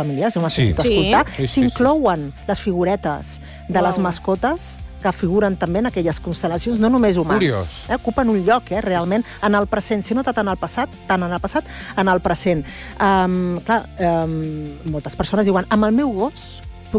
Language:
Catalan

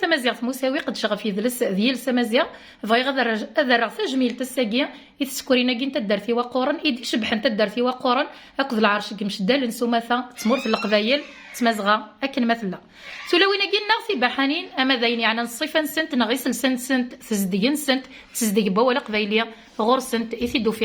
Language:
Kabyle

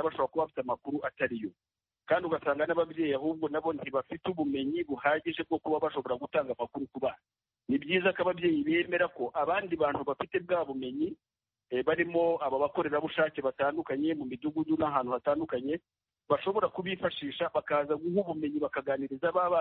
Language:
Kinyarwanda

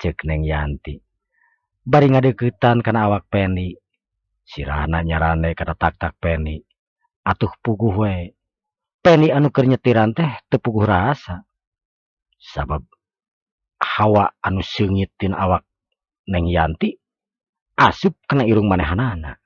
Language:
Sundanese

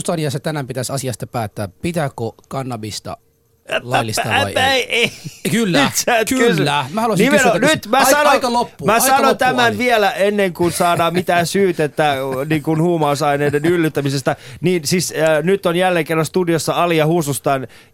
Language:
Finnish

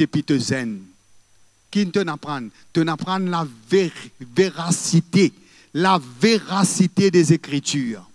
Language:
Morisyen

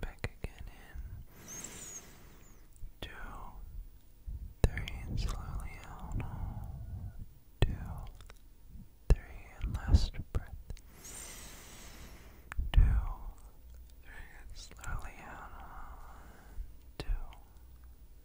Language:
English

